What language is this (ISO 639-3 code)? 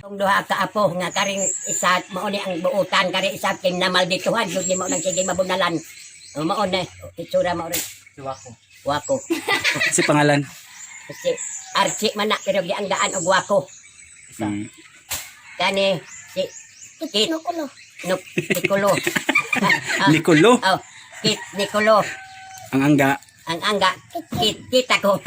ceb